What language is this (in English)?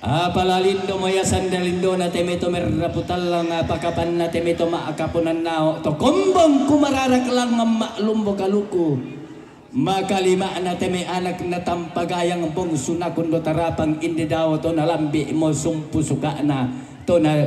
Toraja-Sa'dan